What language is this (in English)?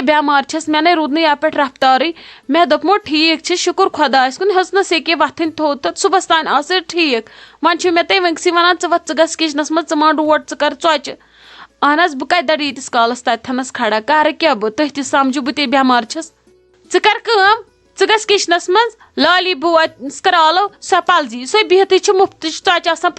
Kashmiri